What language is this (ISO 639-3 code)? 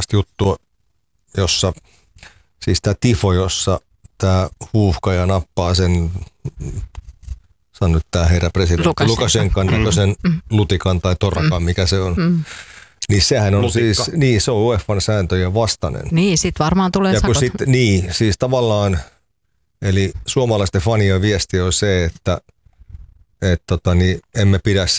fin